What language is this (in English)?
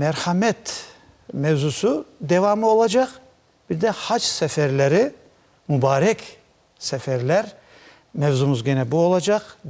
Crimean Tatar